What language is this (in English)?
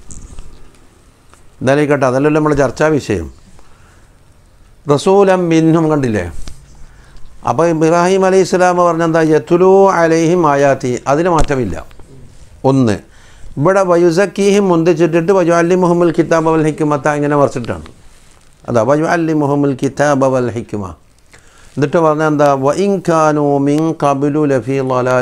Malayalam